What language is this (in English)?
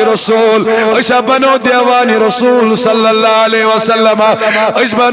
Kashmiri